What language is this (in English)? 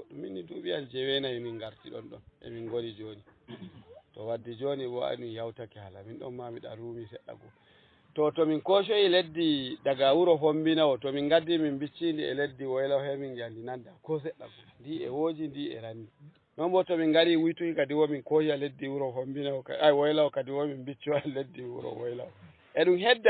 Fula